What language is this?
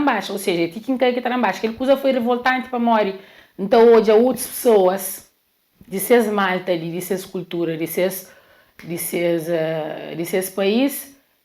Kabuverdianu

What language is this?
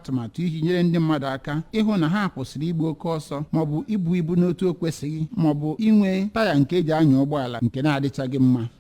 Igbo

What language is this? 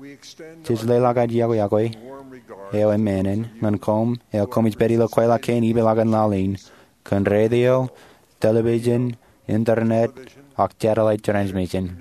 Marshallese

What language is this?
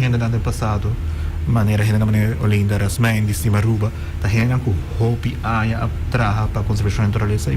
Papiamento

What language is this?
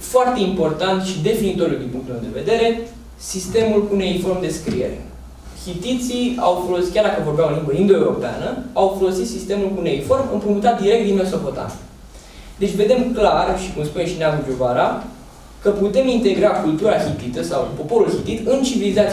Romanian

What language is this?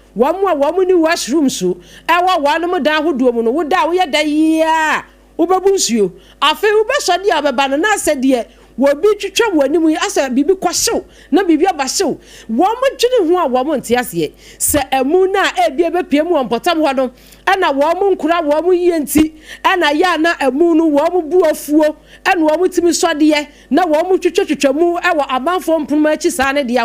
Akan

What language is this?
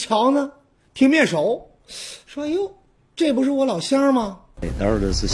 Chinese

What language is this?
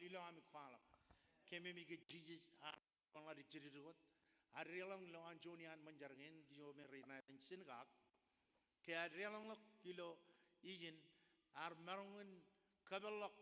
Marshallese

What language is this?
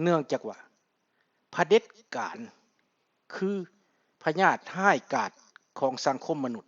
Lao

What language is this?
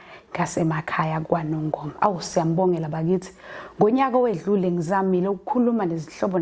Zulu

